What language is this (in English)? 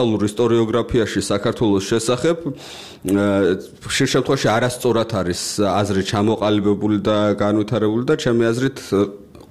Georgian